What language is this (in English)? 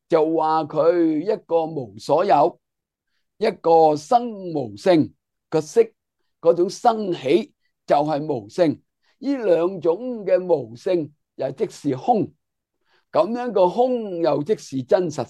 Cantonese